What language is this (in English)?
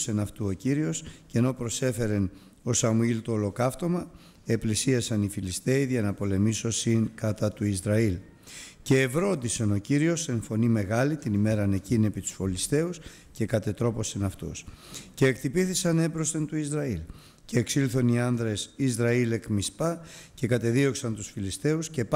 Greek